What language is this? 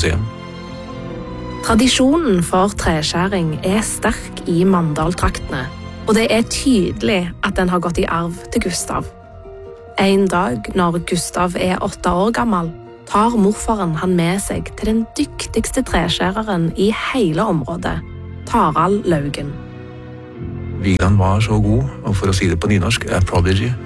Norwegian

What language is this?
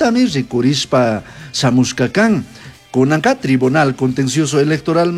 Chimborazo Highland Quichua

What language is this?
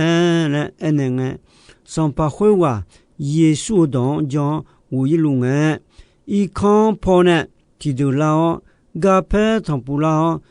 Akha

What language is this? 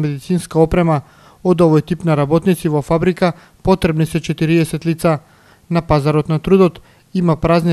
Macedonian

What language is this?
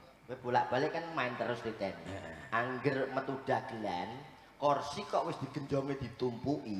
Javanese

